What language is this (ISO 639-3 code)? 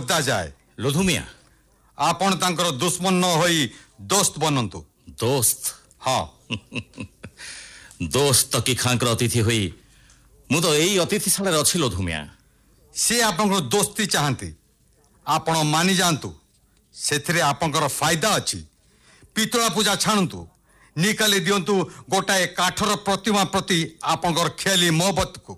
ori